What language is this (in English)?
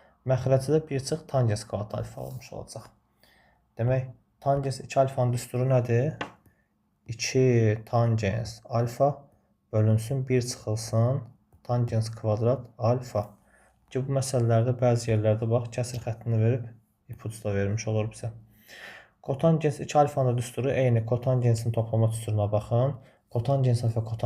Azerbaijani